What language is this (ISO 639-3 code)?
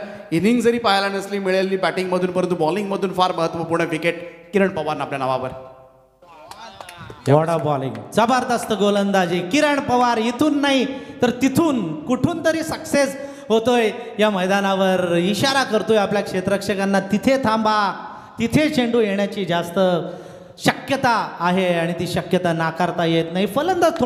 mar